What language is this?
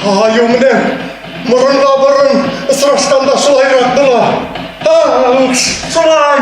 Bashkir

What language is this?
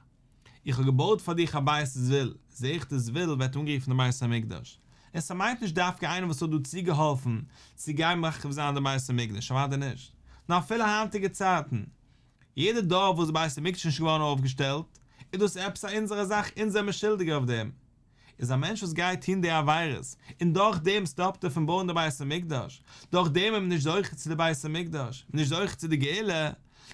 Yiddish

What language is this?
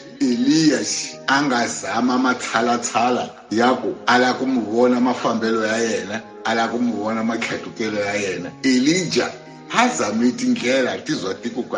Tsonga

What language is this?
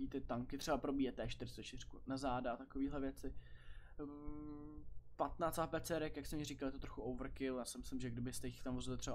Czech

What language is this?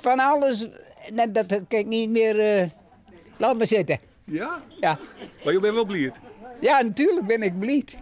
Western Frisian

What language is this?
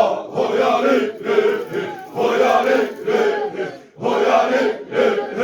Xavánte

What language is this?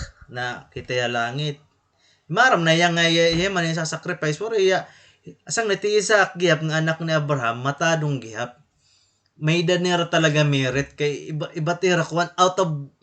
Waray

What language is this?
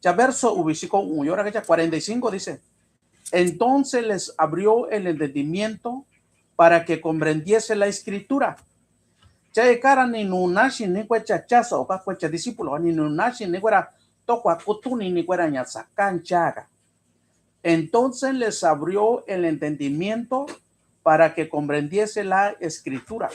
Mixtepec Mixtec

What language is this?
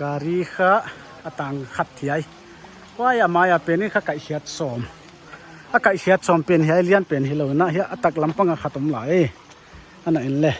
Paite Chin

